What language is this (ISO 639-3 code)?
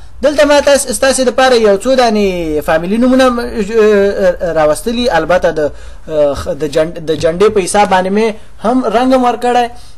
pus